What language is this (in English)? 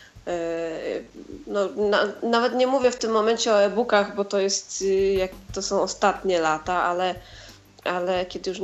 Polish